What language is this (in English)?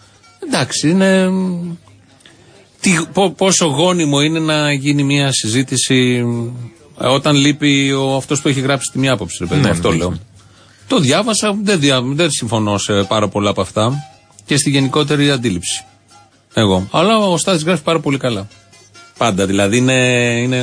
Greek